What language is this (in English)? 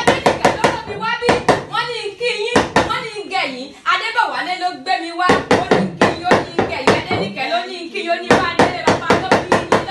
Yoruba